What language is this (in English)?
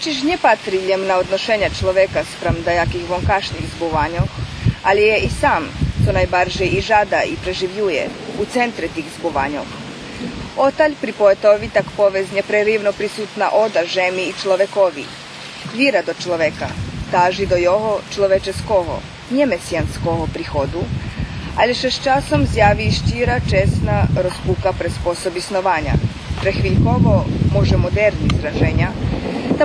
Rusyn